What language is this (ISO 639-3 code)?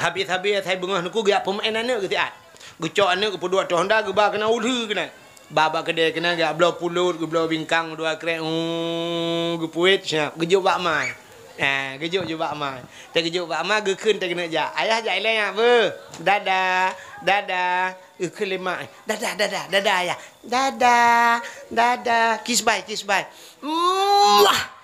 ace